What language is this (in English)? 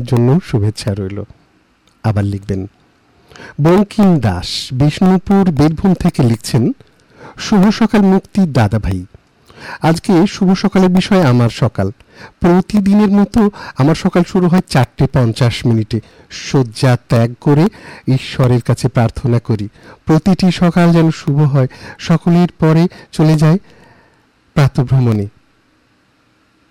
Bangla